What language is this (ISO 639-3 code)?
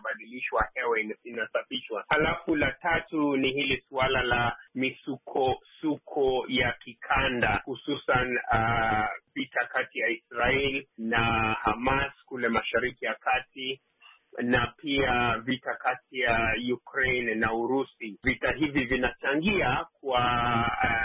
swa